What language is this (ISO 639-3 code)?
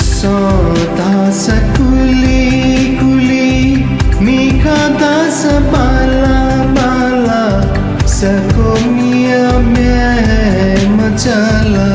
new